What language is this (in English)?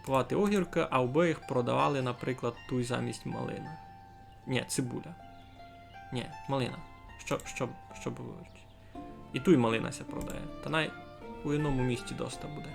Rusyn